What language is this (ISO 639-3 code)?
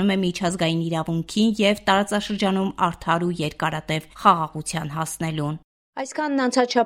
hye